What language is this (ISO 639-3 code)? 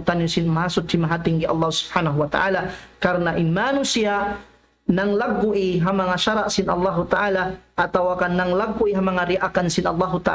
tsg